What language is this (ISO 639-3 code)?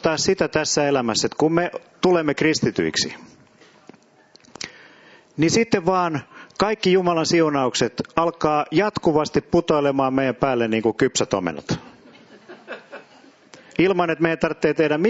fin